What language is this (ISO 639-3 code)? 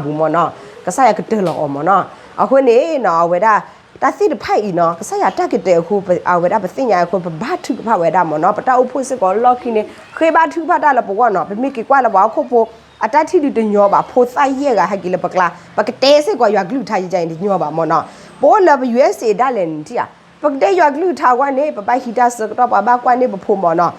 ksw